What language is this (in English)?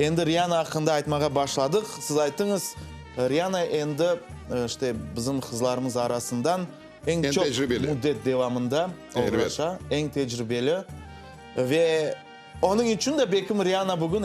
Crimean Tatar